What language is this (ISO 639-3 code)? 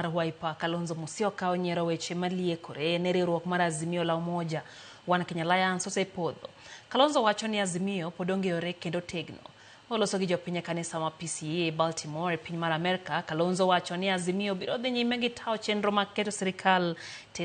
luo